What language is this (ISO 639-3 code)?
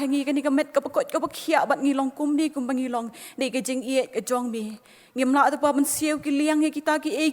kha